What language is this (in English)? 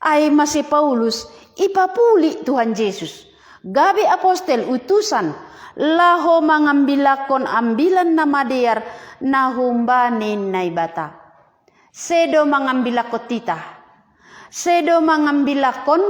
Batak Simalungun